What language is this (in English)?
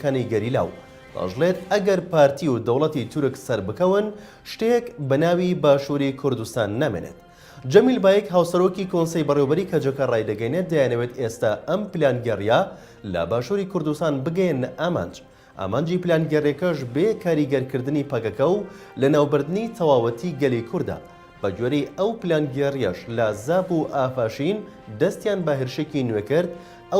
Central Kurdish